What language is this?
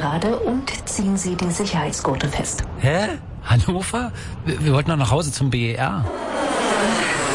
German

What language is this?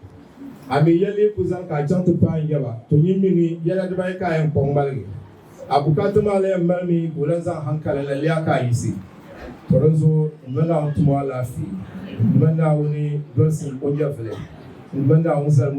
Dagbani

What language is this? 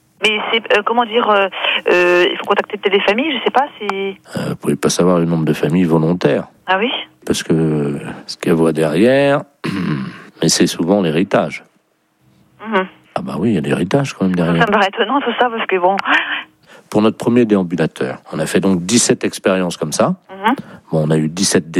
French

